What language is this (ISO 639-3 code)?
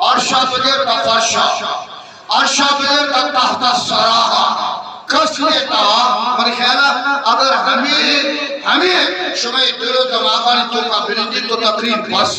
bgp